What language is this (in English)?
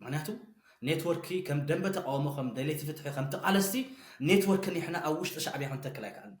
Tigrinya